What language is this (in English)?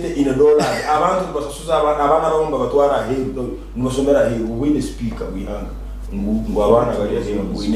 Nyankole